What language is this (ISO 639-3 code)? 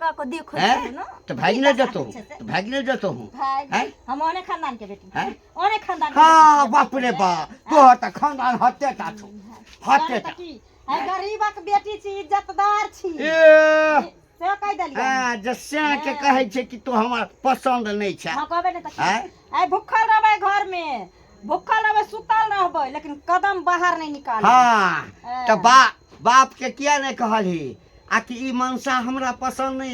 mai